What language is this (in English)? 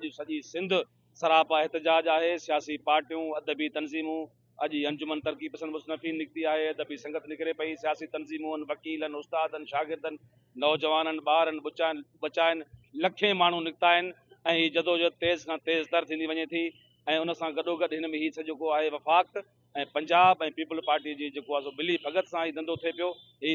Sindhi